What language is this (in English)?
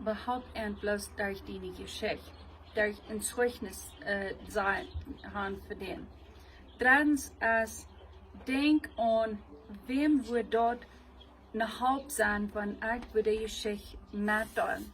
Plautdietsch